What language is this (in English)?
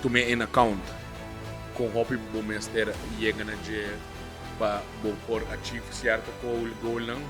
Papiamento